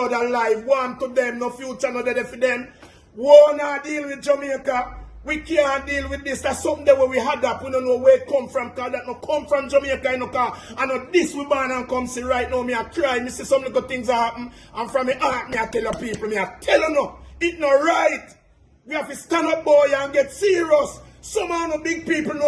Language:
Jamaican Creole English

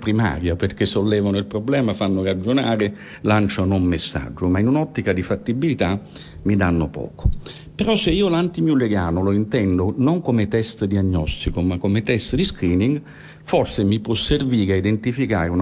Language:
Italian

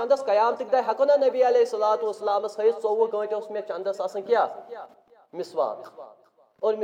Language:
Kashmiri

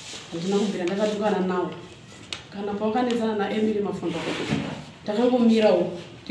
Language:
Shona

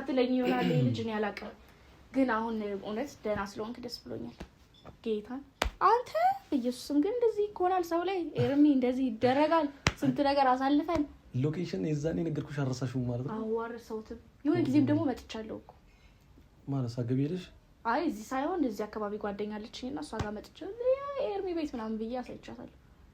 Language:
Amharic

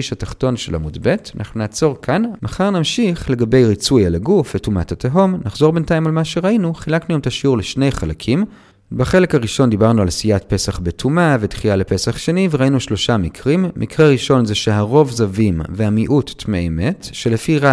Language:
Hebrew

